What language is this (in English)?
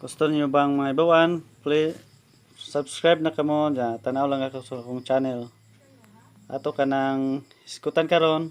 Cebuano